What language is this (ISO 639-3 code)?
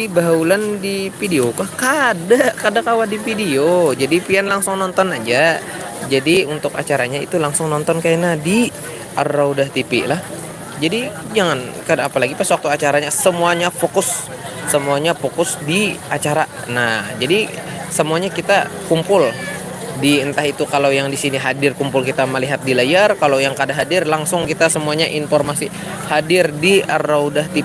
bjn